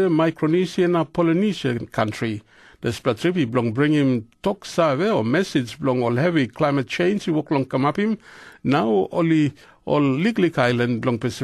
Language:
Tok Pisin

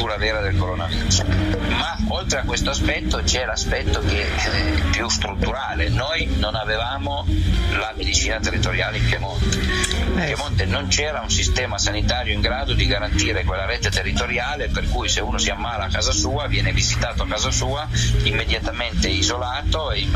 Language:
Italian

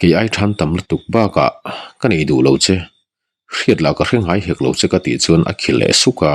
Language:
Mizo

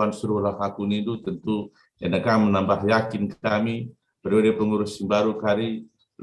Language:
Batak Karo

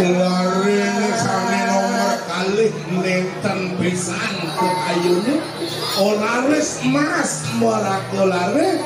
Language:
Balinese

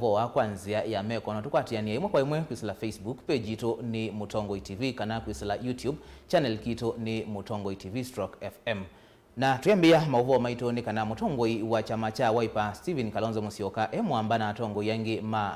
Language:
Kamba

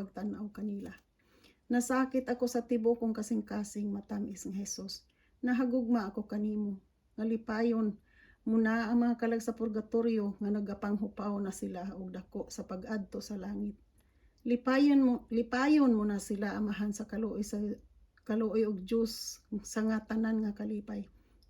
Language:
Cebuano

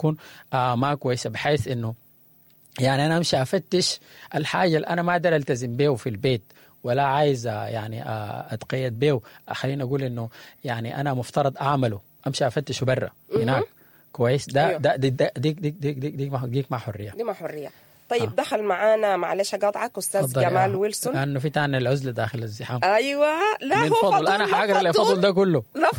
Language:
Sudanese Arabic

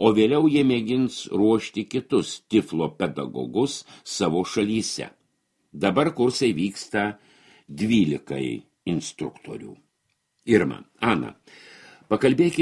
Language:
Lithuanian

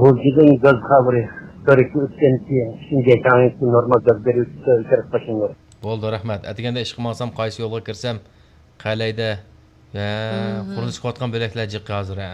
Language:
Uyghur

